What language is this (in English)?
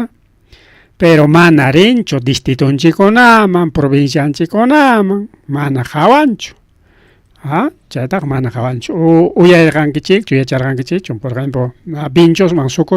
Ayacucho Quechua